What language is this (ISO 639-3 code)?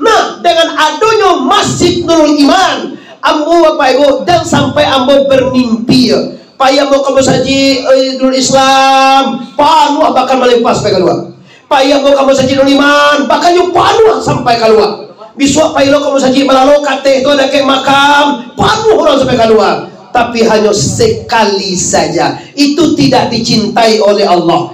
min